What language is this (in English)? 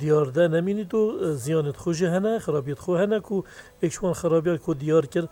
Kurdish